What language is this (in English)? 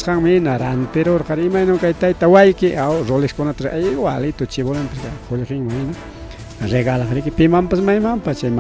Ayacucho Quechua